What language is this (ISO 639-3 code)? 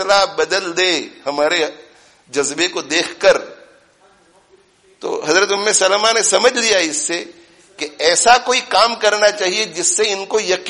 urd